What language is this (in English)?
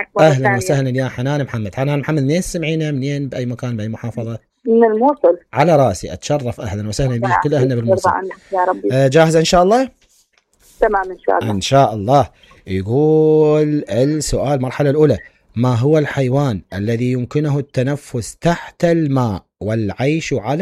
Mesopotamian Arabic